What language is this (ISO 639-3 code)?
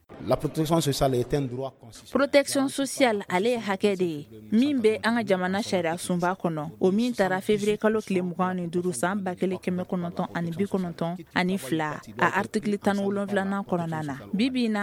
bam